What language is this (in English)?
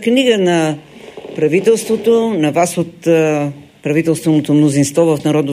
Bulgarian